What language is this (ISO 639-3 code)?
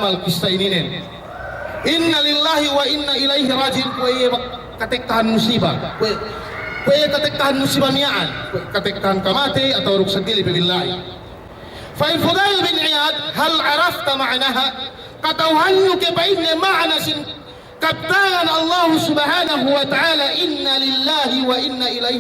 yka